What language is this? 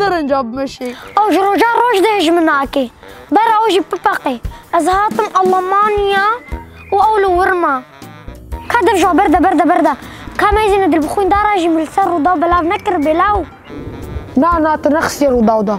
Kurdish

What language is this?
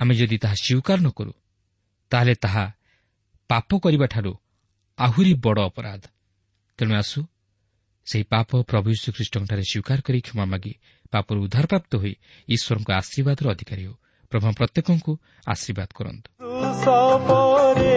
Odia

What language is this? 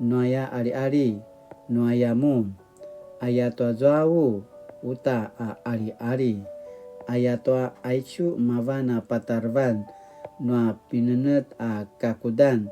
Paiwan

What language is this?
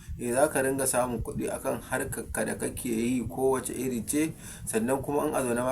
Hausa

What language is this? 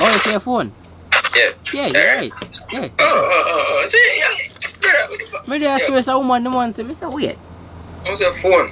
Jamaican Creole English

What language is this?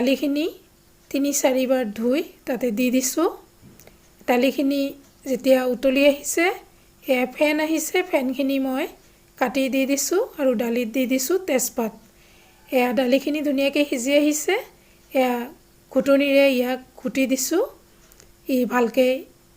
Assamese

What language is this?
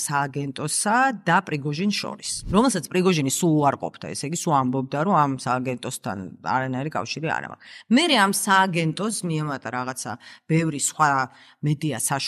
Georgian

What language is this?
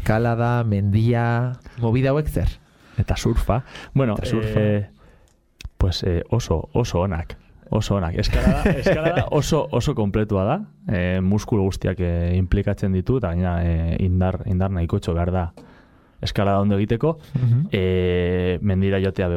Basque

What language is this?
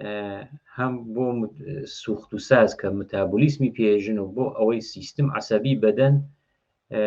Central Kurdish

